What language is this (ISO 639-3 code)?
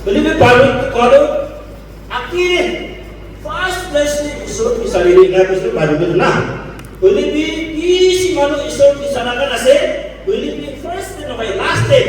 nag